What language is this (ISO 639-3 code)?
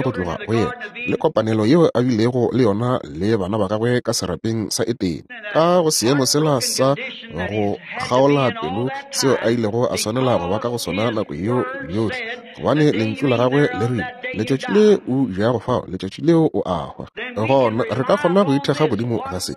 nso